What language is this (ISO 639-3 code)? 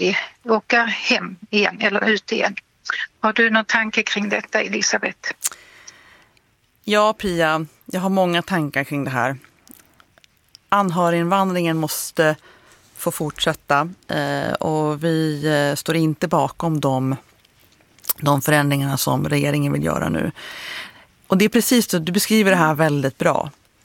swe